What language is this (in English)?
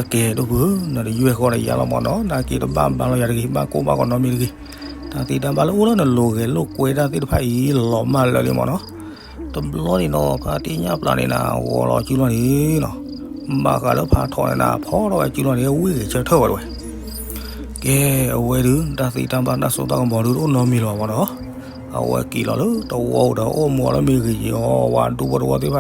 S'gaw Karen